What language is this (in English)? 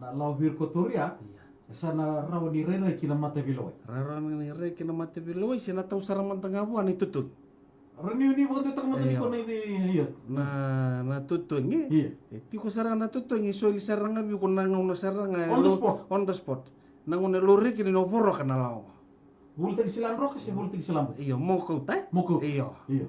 Fijian